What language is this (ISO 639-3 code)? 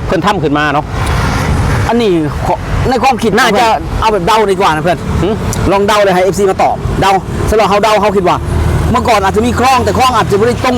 lao